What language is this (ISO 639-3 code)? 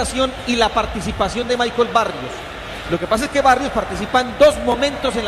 spa